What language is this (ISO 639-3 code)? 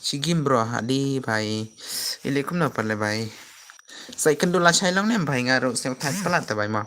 kha